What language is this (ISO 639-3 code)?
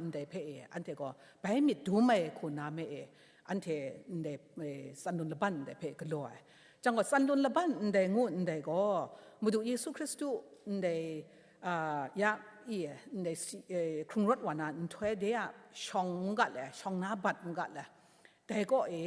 kac